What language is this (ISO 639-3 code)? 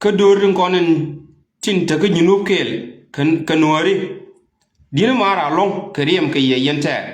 nus